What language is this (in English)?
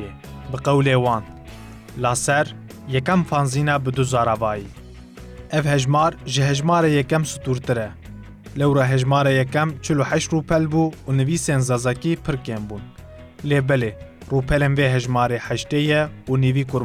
Kurdish